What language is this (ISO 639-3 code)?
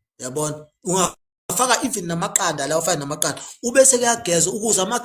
zul